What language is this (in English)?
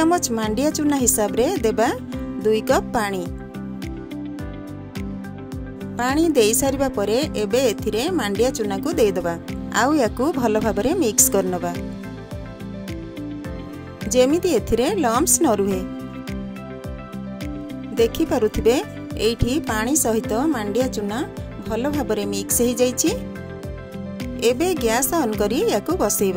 Odia